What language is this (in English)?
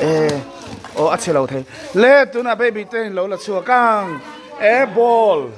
Mizo